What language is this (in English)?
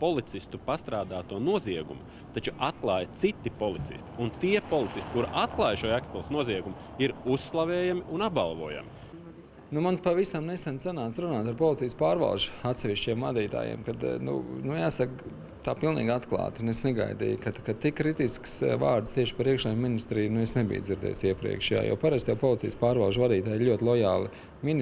Latvian